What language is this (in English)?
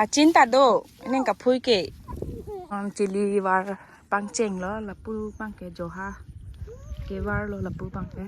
Karbi